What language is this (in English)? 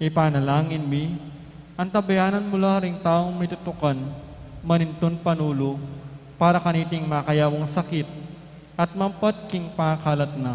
Pampanga